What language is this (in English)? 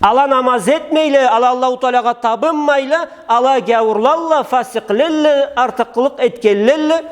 Karachay-Balkar